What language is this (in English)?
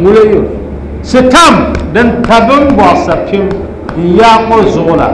Dagbani